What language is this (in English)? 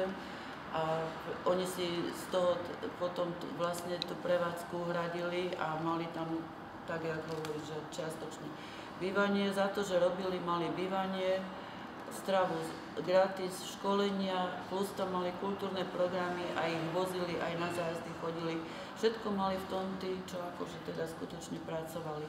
Slovak